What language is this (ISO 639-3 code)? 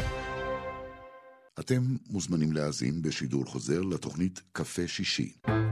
heb